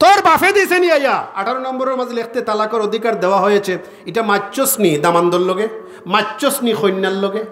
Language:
Sylheti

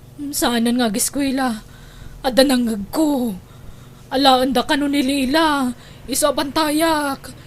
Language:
Iloko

